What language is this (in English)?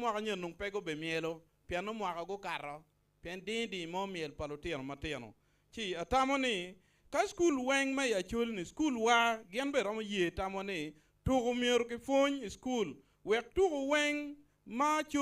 Acoli